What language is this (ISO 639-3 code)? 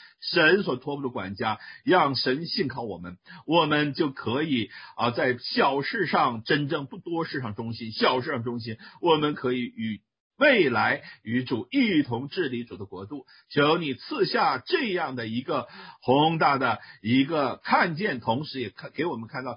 zho